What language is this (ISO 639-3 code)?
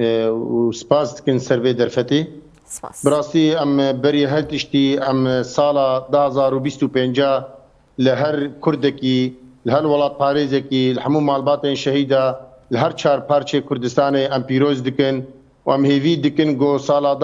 kur